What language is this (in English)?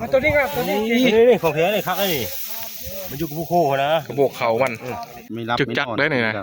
Northeastern Thai